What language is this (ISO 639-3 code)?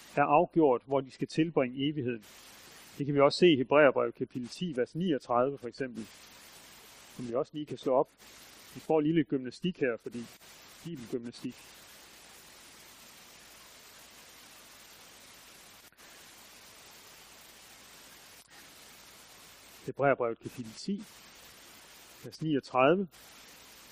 dan